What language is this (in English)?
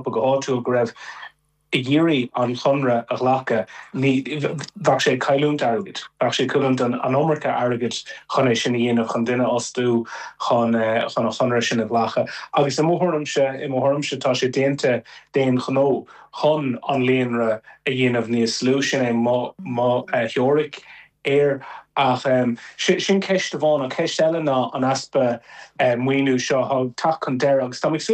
Irish